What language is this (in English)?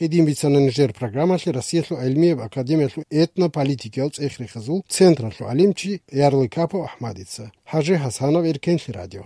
Avaric